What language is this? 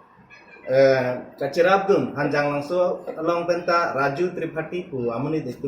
Karbi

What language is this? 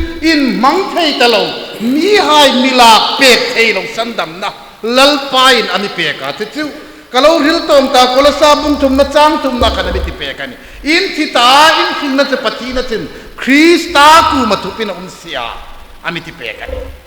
Hmar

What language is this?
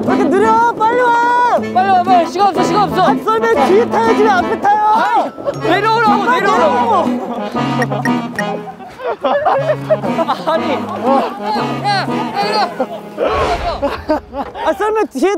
Korean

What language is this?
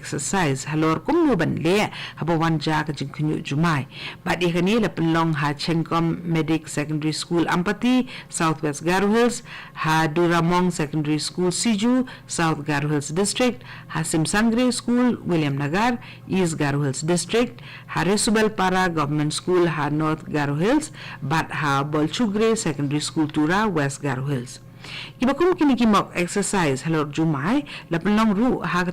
Khasi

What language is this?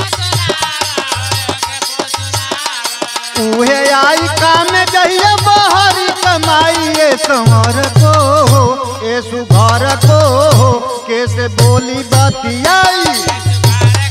Bhojpuri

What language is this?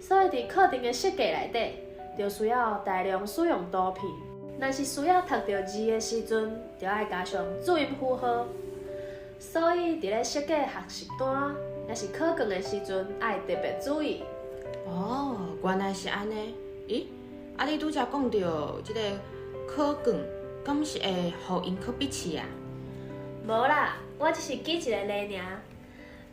Min Nan Chinese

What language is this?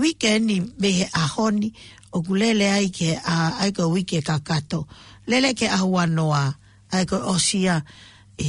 Tongan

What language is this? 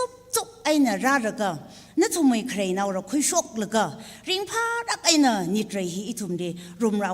Tangkhul Naga (India)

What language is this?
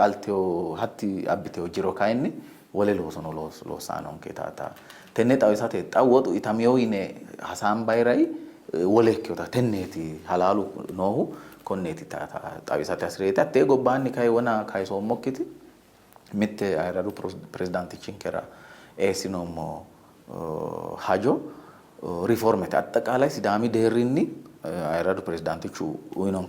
Sidamo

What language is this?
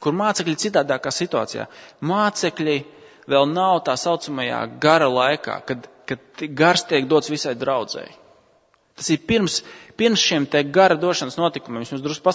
Latvian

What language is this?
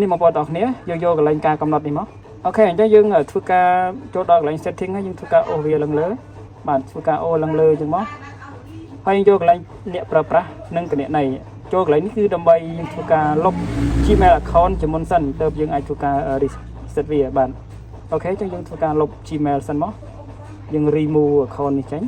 Khmer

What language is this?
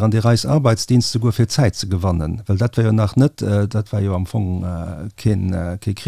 Luxembourgish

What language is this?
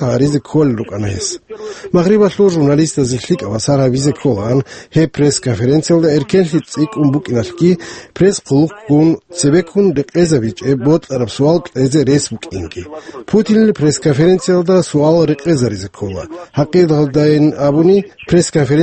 Avaric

